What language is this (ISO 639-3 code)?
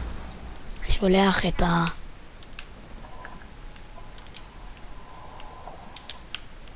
heb